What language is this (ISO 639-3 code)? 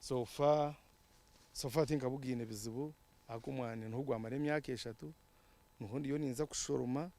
nyn